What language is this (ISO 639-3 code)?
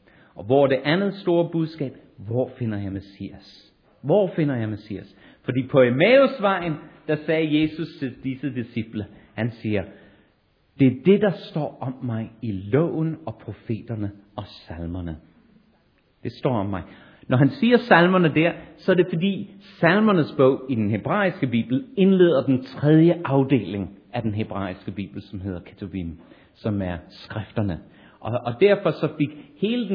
dan